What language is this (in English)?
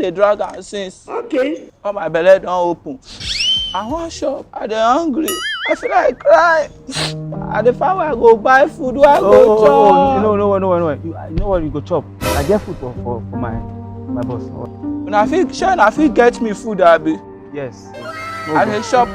Nigerian Pidgin